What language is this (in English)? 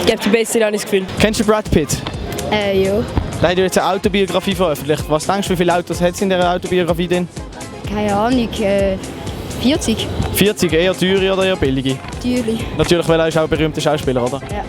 Swiss German